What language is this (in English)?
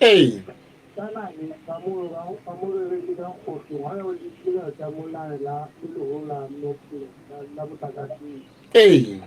Southern Sotho